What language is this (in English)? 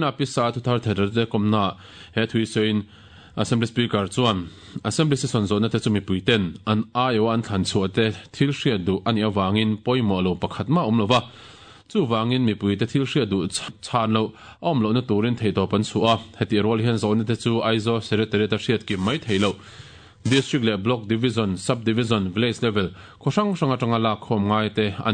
Mizo